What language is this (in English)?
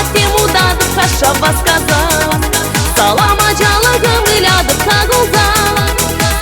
Chuvash